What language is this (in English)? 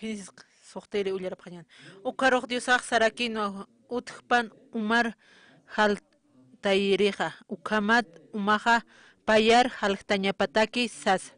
Aymara